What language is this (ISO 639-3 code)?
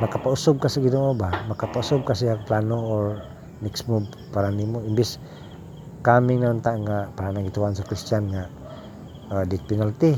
ceb